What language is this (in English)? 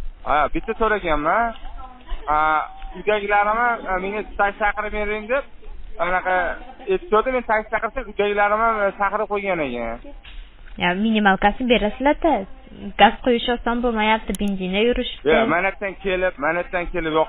Uzbek